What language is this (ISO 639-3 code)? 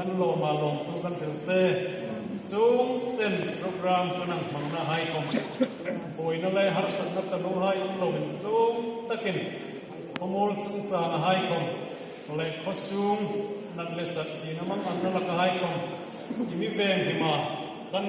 hmr